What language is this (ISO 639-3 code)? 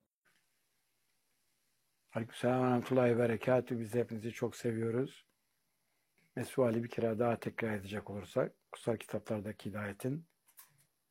tur